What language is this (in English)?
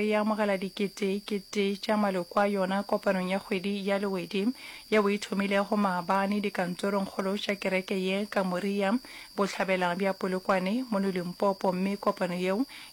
Northern Sotho